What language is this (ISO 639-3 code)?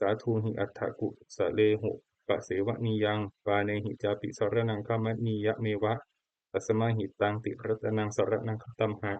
pli